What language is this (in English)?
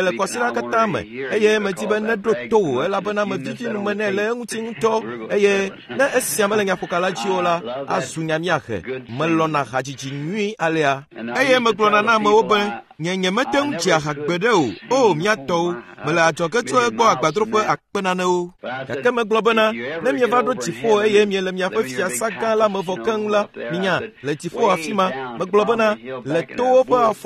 Ewe